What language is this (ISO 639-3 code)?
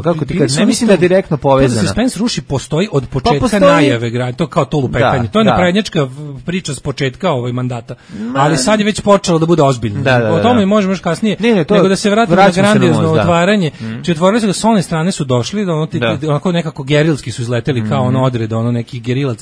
srp